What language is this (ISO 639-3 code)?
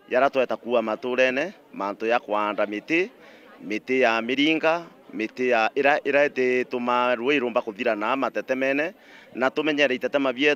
mer